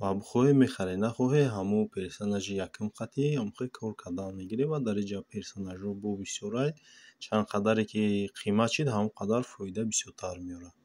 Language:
Tajik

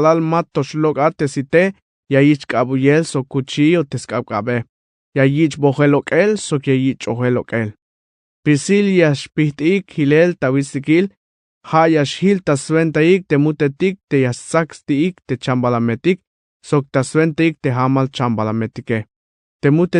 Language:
Tzeltal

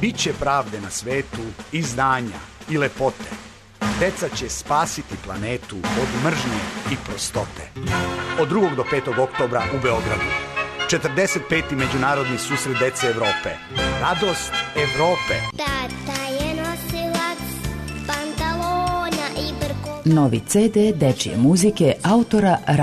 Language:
Serbian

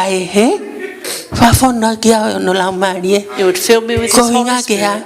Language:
Tongan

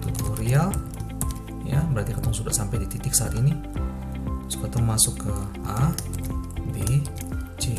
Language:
Ambonese Malay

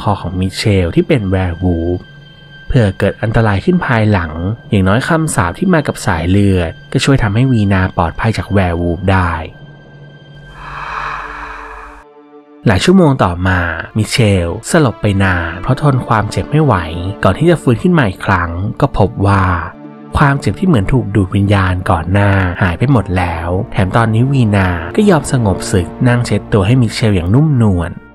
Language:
Thai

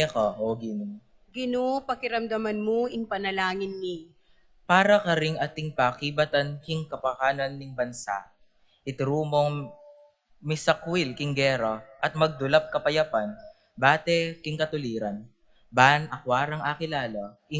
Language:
Pampanga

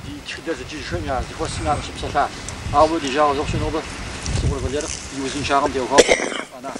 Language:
Kabardian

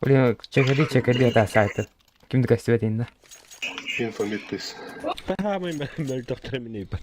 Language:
Yakut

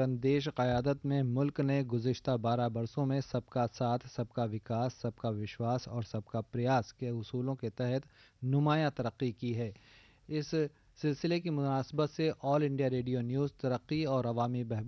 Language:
Urdu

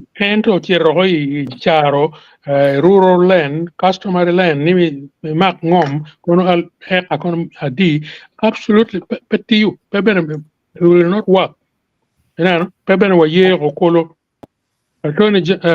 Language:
Acoli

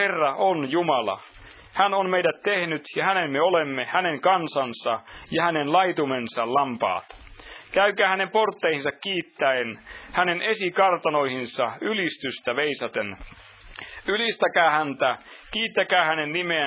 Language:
Finnish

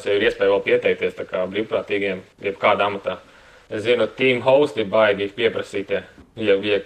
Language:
Latvian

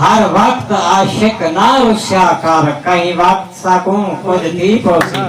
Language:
Saraiki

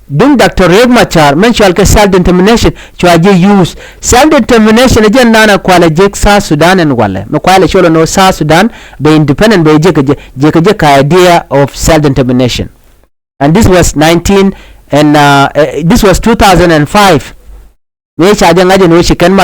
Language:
Nuer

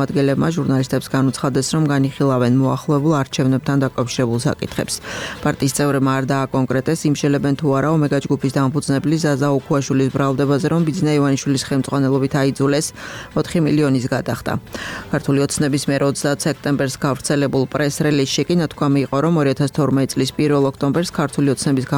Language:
Georgian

